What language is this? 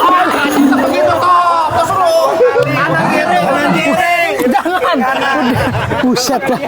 Betawi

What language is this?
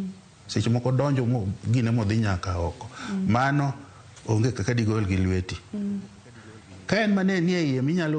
Luo (Kenya and Tanzania)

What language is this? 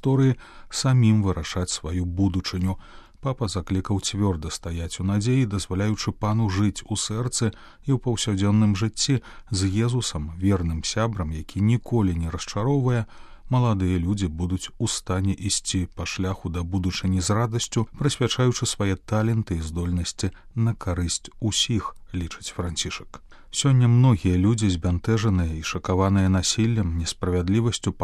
Belarusian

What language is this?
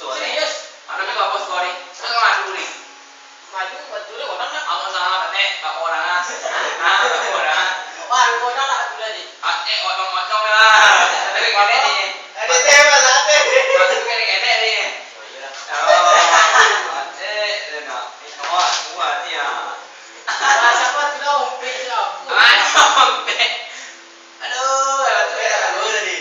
Minangkabau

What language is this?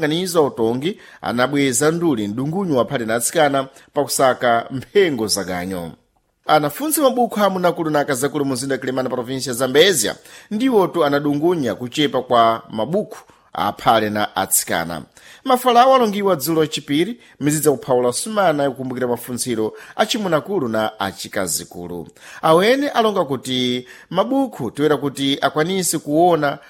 Sena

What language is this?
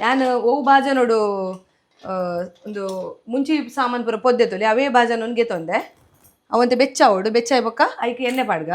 Tulu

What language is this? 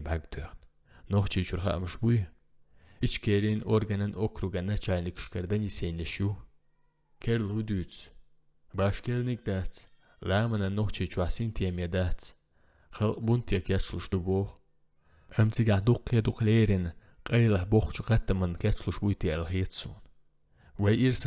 Chechen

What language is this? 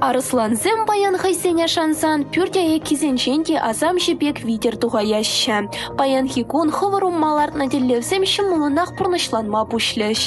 Chuvash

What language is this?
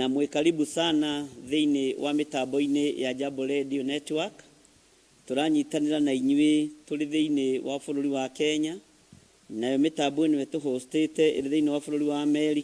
Kikuyu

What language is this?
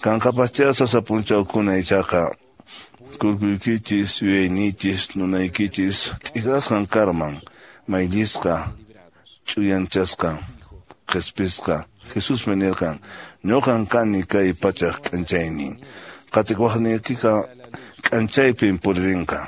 Quechua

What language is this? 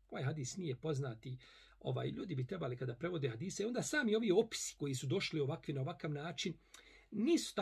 Bosnian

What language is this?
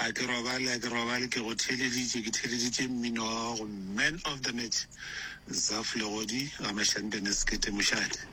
Northern Sotho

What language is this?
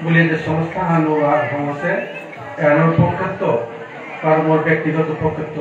Bishnupriya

